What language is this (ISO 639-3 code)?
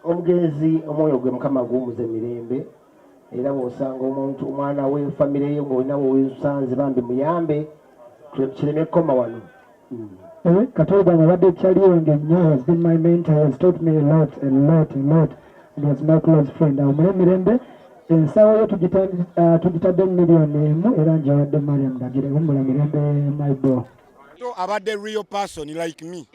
lug